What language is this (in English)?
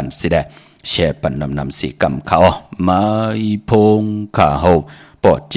Shan